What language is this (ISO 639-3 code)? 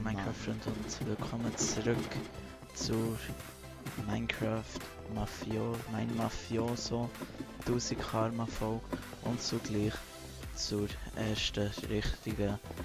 gsw